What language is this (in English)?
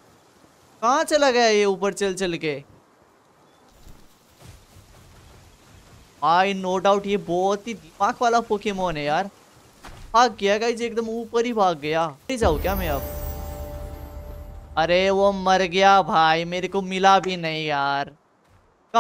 Hindi